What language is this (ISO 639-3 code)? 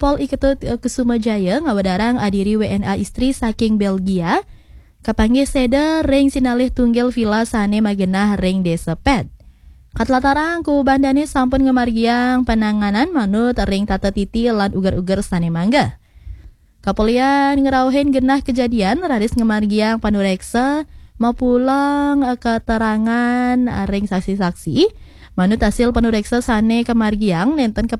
ban